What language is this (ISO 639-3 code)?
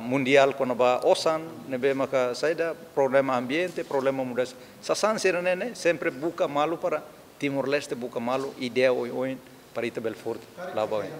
tet